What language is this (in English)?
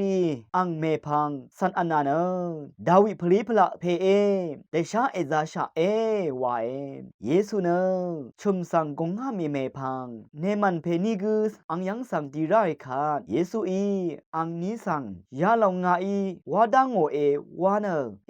Rawang